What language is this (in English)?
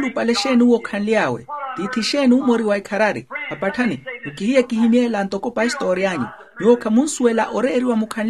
Makhuwa